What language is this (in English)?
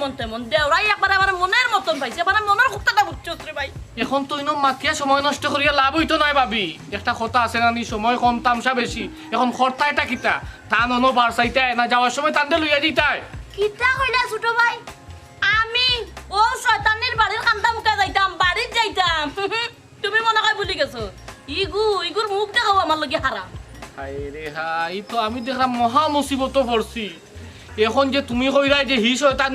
Sylheti